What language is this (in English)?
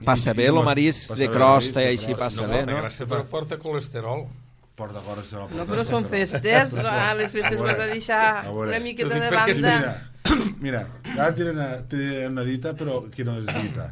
Catalan